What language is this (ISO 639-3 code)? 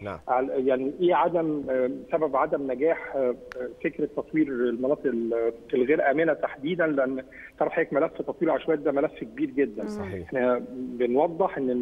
arz